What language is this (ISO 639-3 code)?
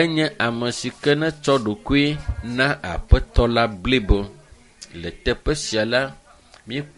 ewe